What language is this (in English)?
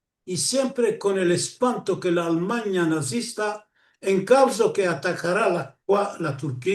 Ladino